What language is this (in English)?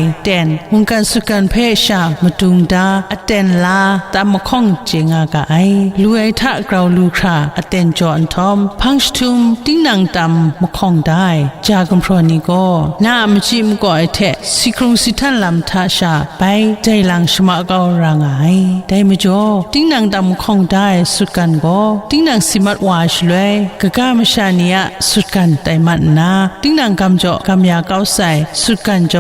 Kachin